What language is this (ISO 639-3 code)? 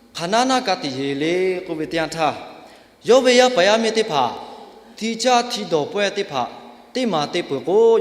lhu